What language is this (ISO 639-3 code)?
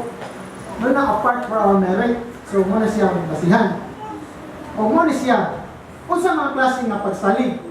ceb